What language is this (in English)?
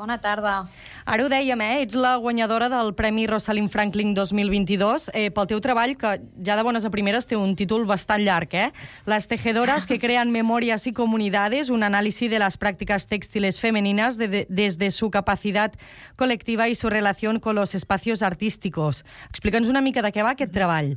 Catalan